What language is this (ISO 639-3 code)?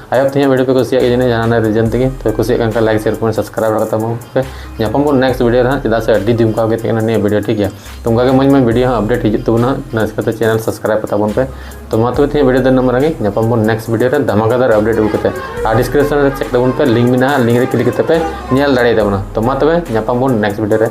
sat